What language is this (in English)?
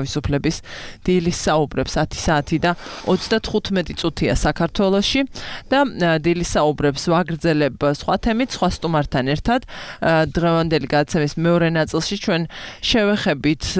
Georgian